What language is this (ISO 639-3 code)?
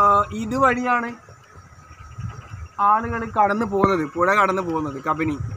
mal